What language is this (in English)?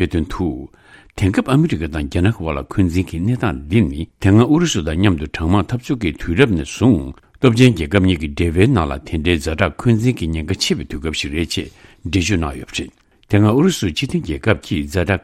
Tibetan